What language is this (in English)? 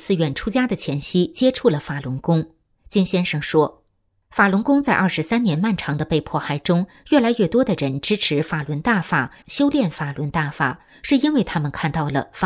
Chinese